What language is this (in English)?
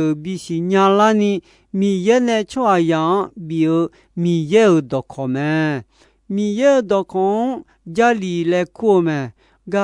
Akha